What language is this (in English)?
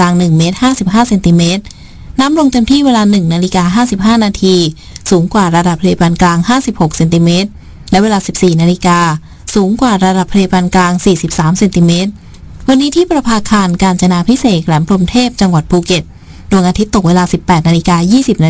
Thai